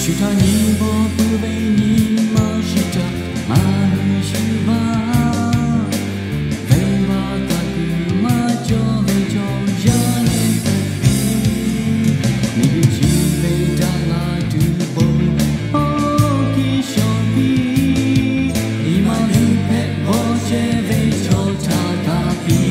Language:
Lahu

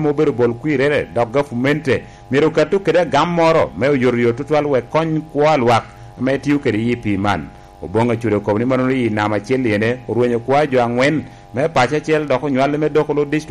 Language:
Lango (Uganda)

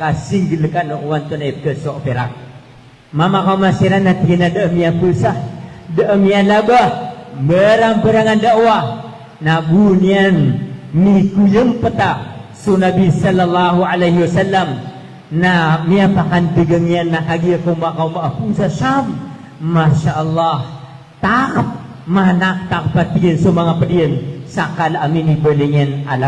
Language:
Maranao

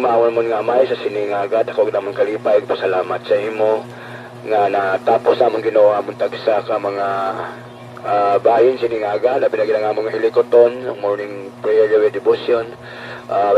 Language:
Hiligaynon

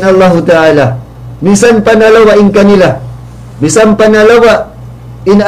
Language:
Tausug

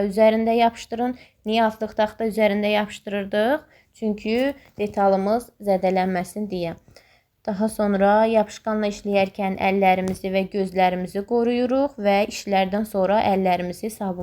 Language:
Azerbaijani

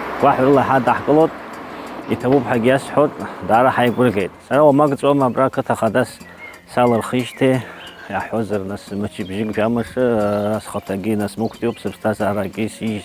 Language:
Abkhazian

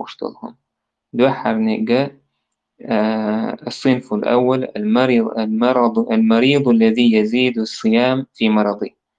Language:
Chechen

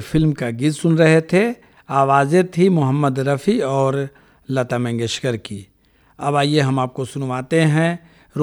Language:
Hindi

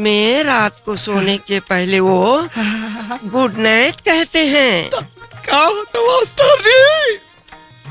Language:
Chhattisgarhi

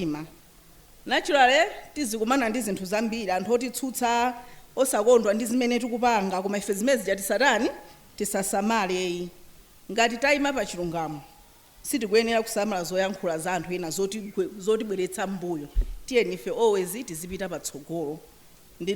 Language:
Nyanja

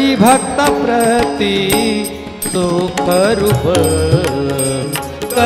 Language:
Marathi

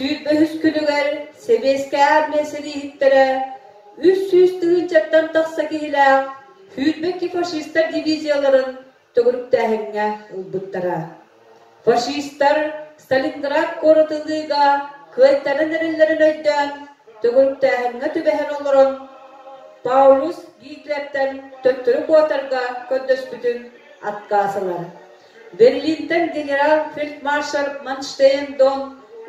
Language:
Yakut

